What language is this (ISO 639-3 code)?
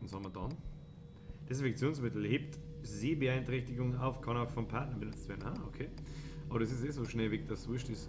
bar